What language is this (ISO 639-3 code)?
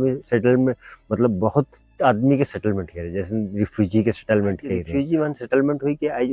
sck